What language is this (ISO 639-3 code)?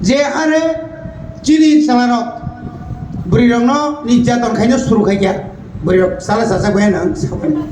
trp